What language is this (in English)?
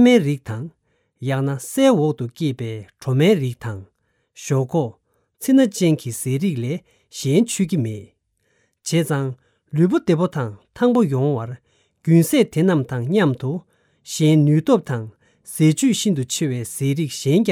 Tibetan